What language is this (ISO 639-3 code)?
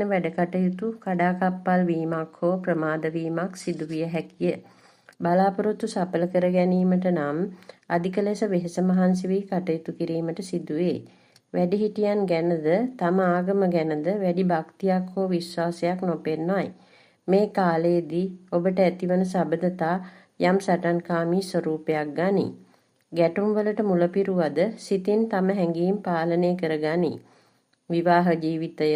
sin